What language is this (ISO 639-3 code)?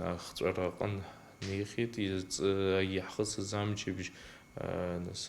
abk